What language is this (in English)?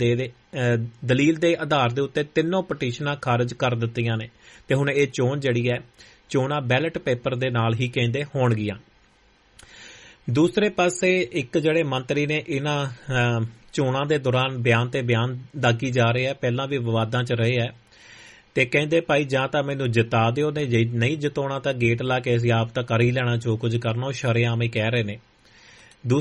Punjabi